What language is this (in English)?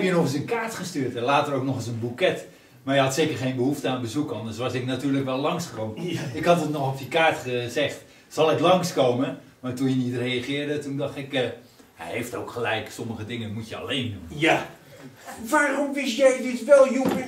Limburgish